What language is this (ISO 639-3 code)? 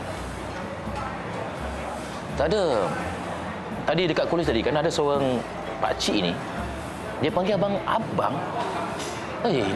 msa